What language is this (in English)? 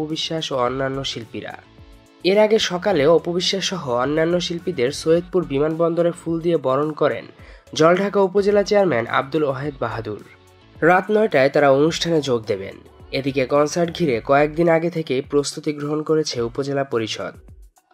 Bangla